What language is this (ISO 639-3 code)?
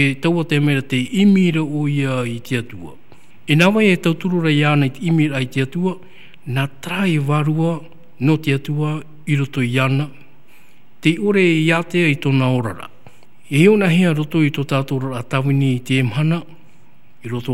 tah